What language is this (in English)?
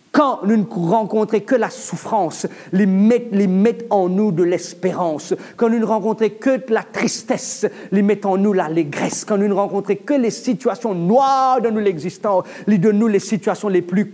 Morisyen